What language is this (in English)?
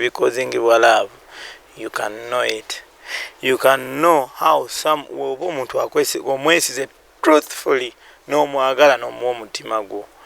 Ganda